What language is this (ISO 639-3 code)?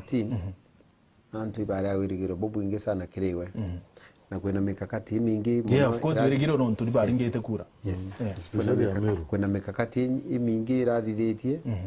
mer